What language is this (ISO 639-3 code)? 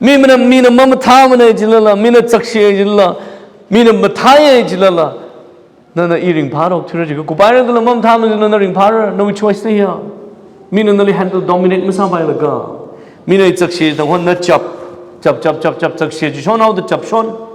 nmf